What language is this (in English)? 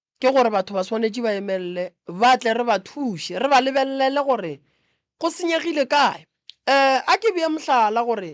Northern Sotho